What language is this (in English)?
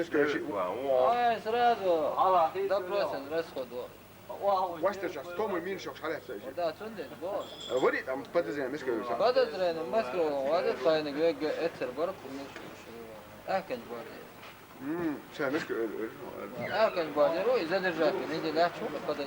Chechen